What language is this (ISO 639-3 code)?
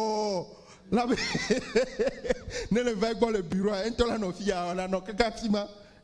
ewe